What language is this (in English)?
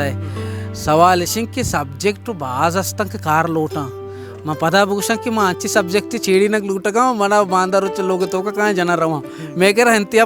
Baluchi